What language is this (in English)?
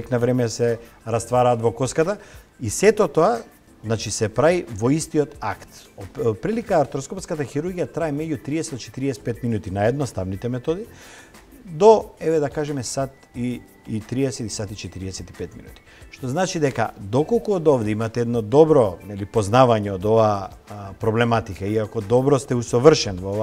Macedonian